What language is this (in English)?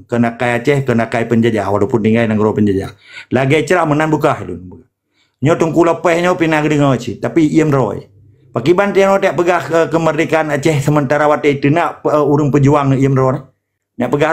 Achinese